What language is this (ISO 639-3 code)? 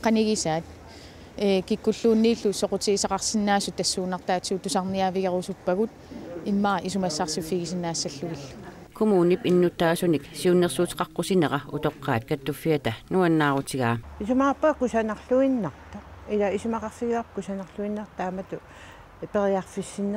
kal